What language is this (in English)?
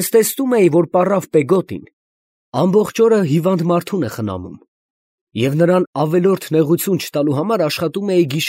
Armenian